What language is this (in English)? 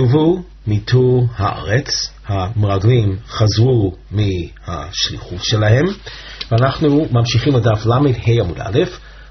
Hebrew